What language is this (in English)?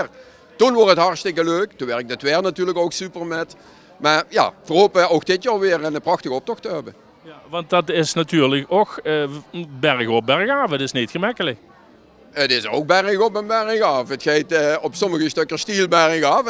Limburgish